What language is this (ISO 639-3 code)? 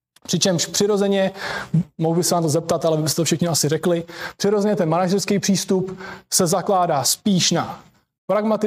ces